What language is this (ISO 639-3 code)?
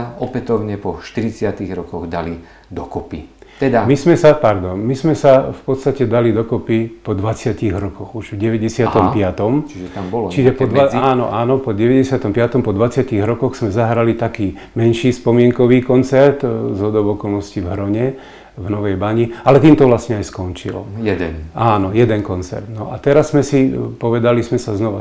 slk